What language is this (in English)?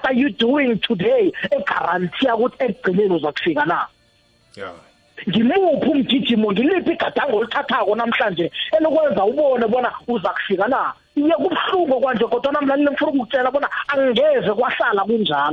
South Ndebele